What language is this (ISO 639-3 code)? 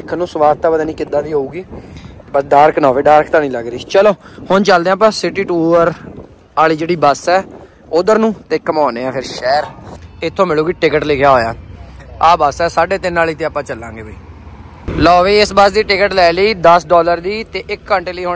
pan